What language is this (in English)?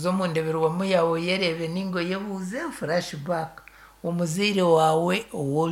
Nyankole